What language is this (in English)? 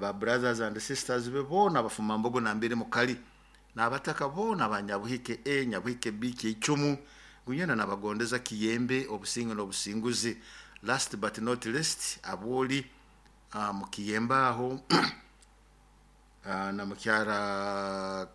Nyoro